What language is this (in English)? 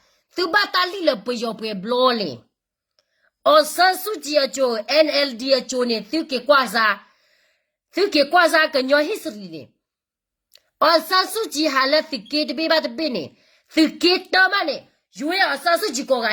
S'gaw Karen